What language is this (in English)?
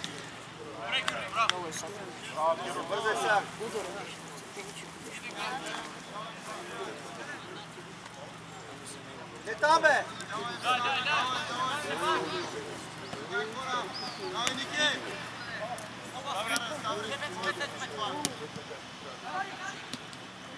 Bulgarian